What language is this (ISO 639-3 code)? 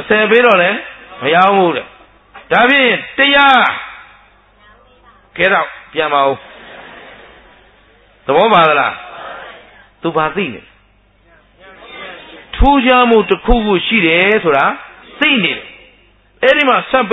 mya